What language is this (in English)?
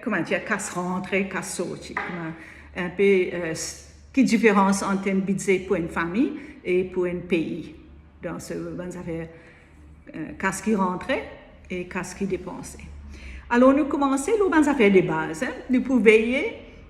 Morisyen